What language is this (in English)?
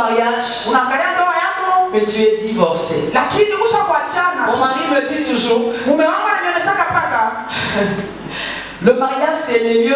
Swahili